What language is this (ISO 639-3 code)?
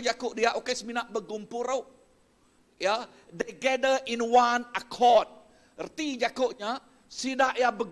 iba